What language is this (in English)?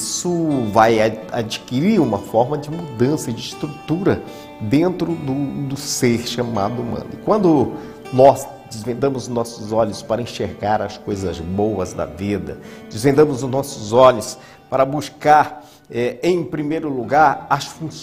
Portuguese